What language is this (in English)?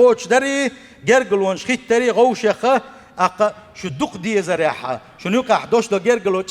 Chechen